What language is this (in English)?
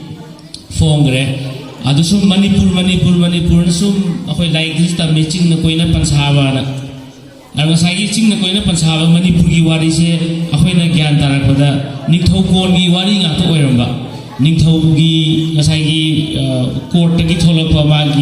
Manipuri